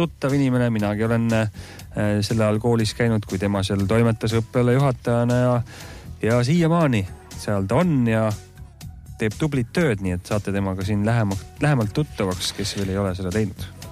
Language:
Estonian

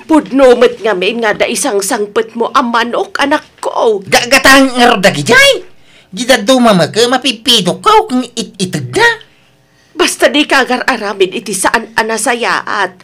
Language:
Iloko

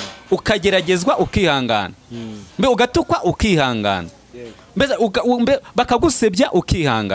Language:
Kinyarwanda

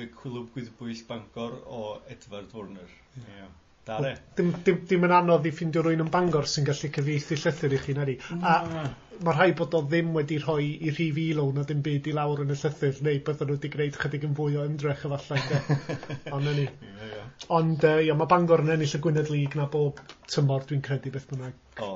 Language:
Welsh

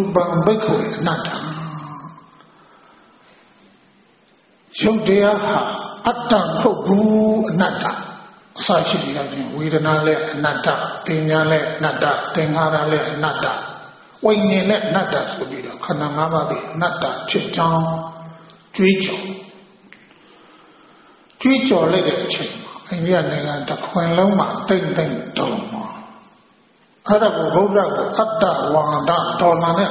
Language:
Burmese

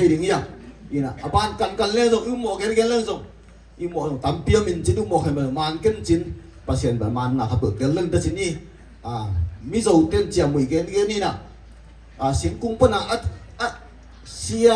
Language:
Tedim Chin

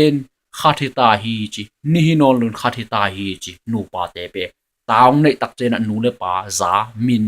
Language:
Tedim Chin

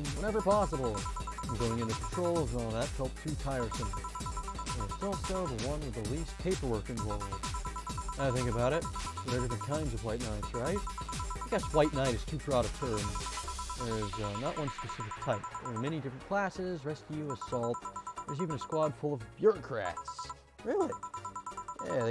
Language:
English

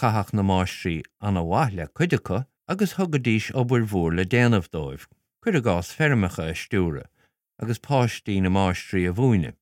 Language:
Irish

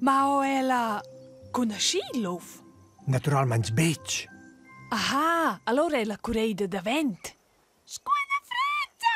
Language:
Romansh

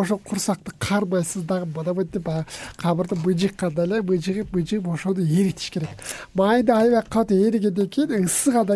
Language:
Kyrgyz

